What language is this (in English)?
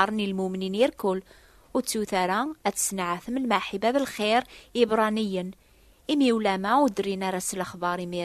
Kabyle